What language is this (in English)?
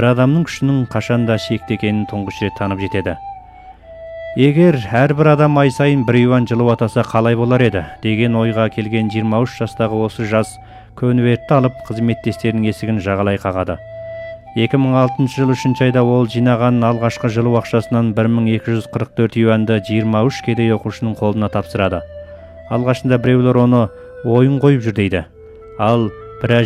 Kazakh